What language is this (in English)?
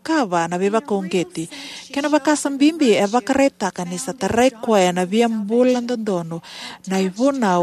Fijian